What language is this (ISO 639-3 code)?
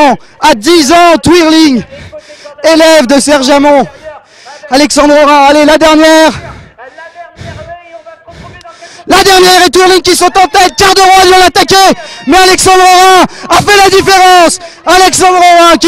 fra